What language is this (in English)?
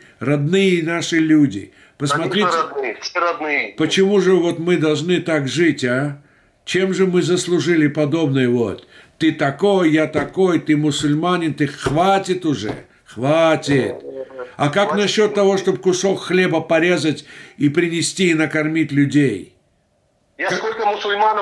Russian